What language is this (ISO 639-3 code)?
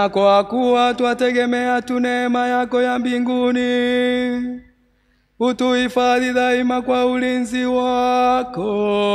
swa